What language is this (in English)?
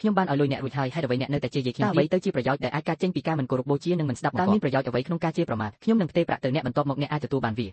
Khmer